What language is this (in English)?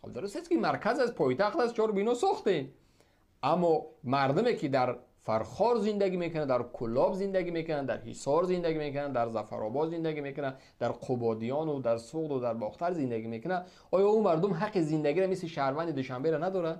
Tajik